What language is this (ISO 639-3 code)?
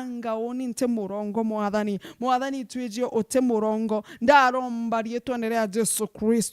mer